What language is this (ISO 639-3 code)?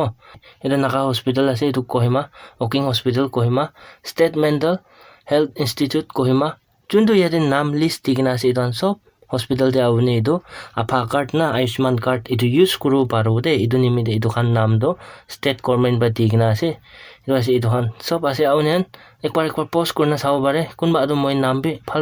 nag